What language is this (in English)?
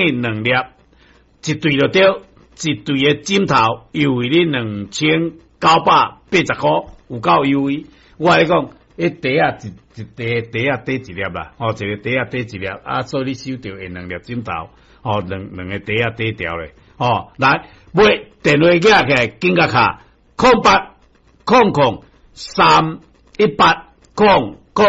Min Nan Chinese